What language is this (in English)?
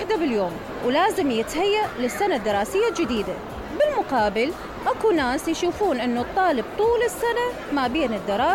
Mesopotamian Arabic